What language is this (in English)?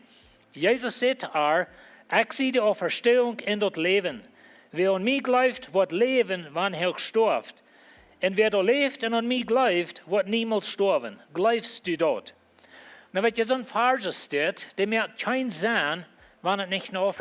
Plautdietsch